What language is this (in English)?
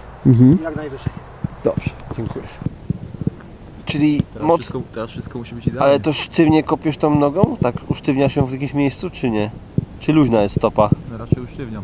Polish